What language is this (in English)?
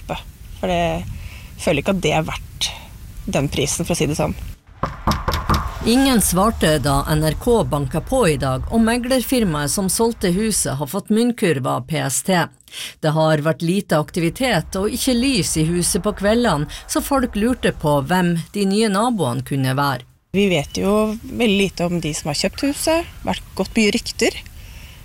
Norwegian